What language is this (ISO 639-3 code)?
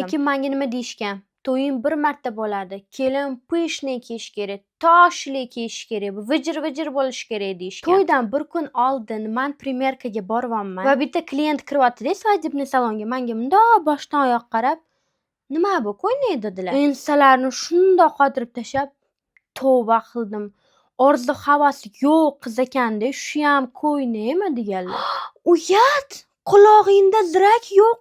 uzb